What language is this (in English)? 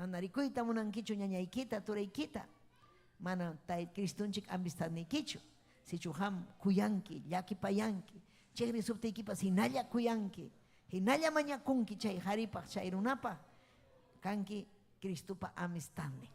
Ayacucho Quechua